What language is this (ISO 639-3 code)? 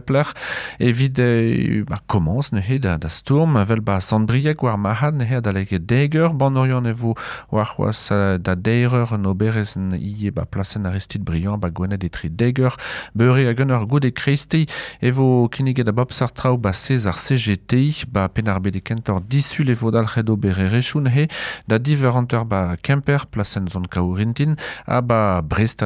bre